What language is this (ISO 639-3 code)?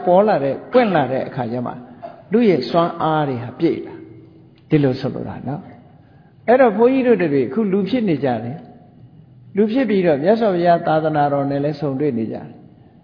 mya